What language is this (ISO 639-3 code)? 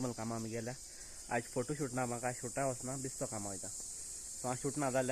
kok